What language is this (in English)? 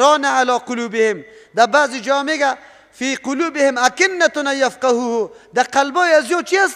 Persian